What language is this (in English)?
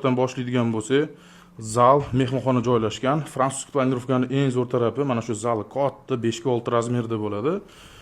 Uzbek